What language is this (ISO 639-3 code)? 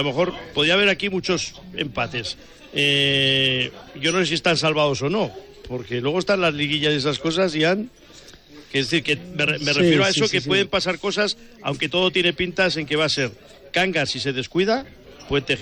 spa